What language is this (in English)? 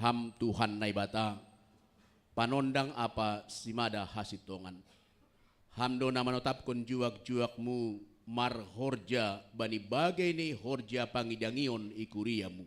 Batak Simalungun